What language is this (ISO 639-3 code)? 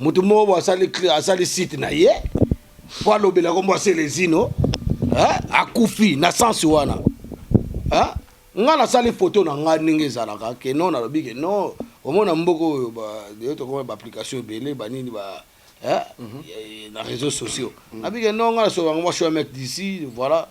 lin